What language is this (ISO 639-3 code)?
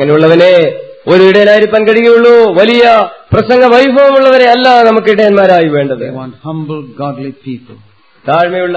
mal